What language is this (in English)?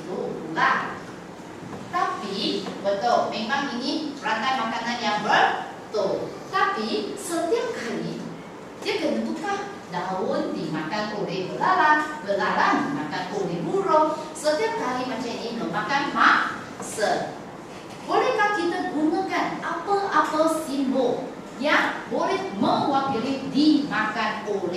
Malay